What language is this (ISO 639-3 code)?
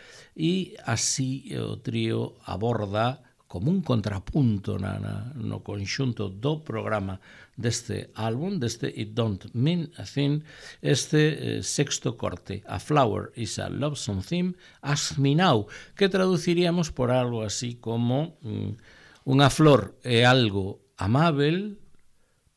glg